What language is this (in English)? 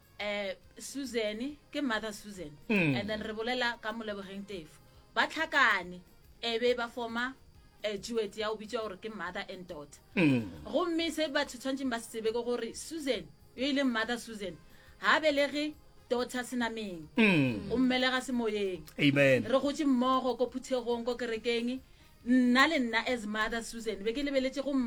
Northern Sotho